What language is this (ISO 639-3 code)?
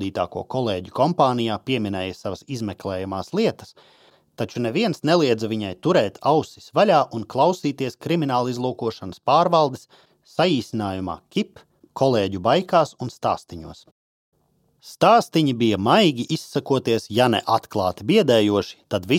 lav